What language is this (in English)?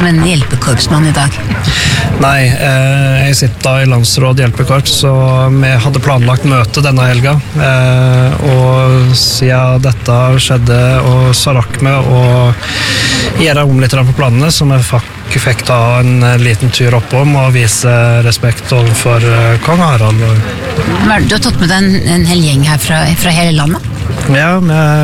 Norwegian